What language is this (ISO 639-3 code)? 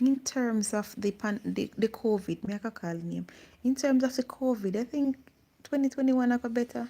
jam